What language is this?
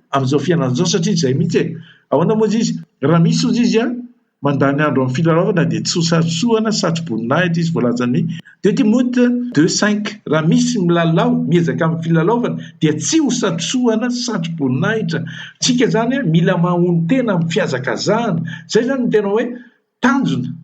Malagasy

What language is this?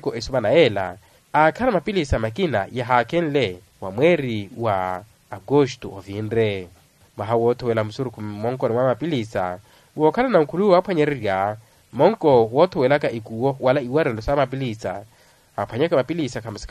Makhuwa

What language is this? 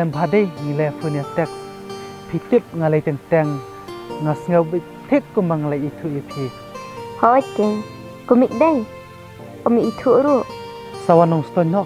Khasi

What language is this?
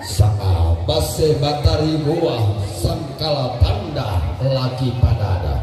Toraja-Sa'dan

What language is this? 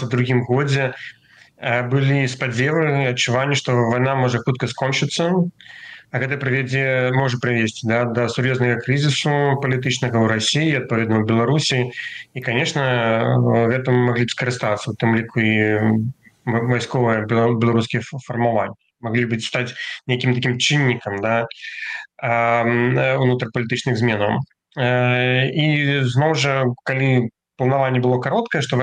Belarusian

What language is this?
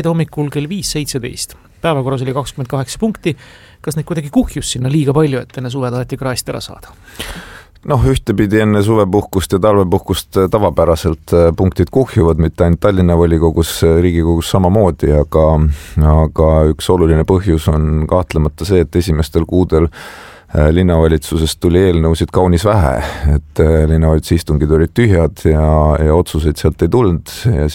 Estonian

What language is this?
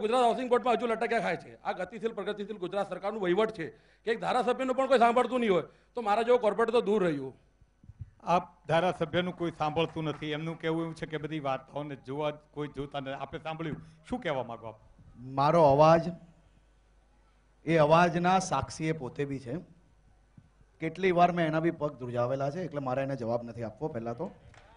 Gujarati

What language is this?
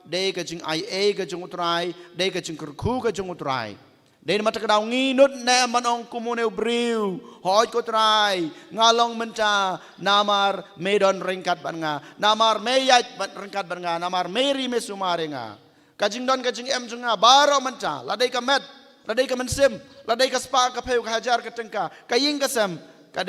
Khasi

